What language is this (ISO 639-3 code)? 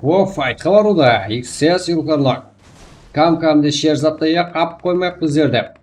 kaa